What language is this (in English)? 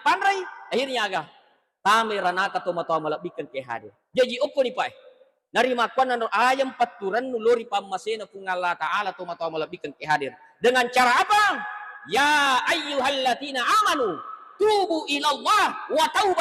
Buginese